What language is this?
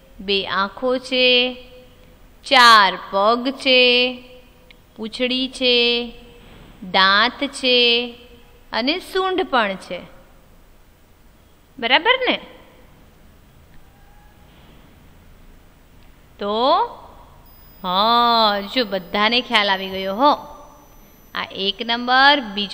Gujarati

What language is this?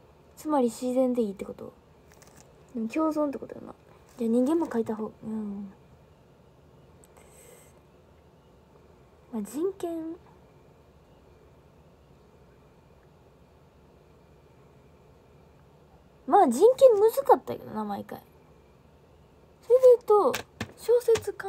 Japanese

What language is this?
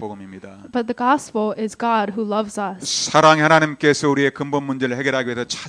Korean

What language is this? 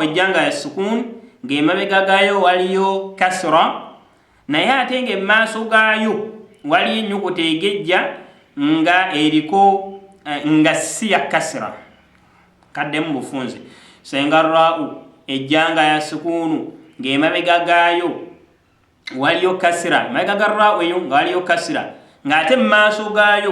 Ganda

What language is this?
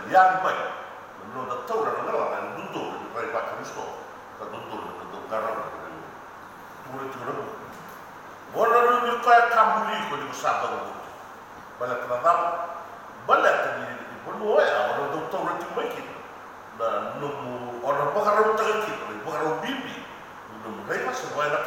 Fijian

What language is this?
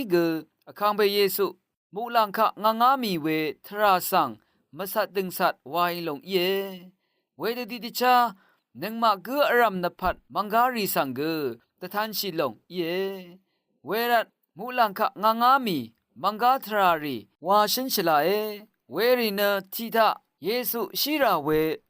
Rawang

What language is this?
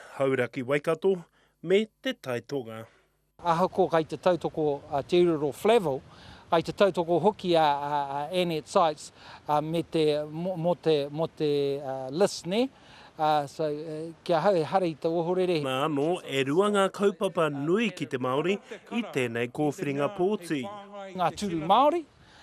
Māori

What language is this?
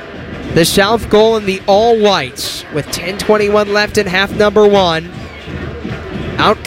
English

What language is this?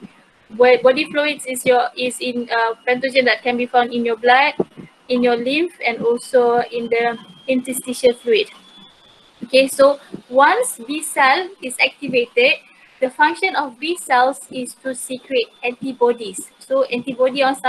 Malay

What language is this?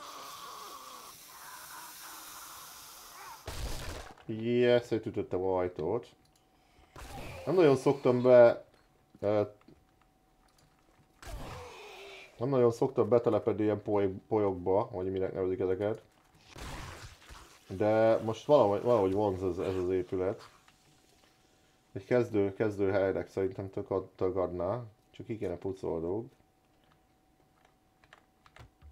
Hungarian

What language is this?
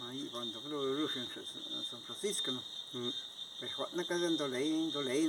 Zapotec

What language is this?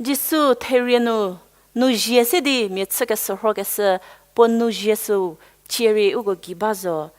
Angami Naga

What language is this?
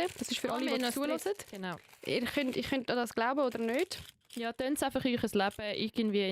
Swiss German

